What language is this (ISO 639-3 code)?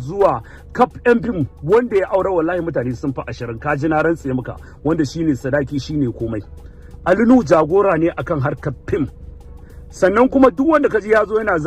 hau